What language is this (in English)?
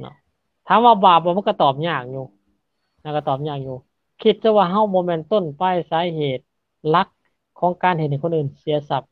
Lao